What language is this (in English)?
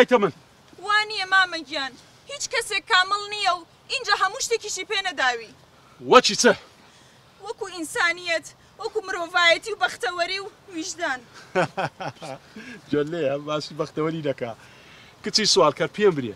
Central Kurdish